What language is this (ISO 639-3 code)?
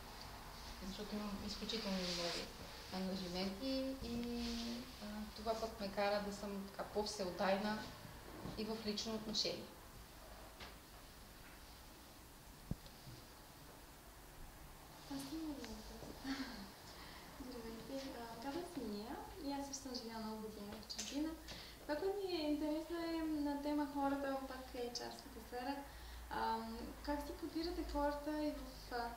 bul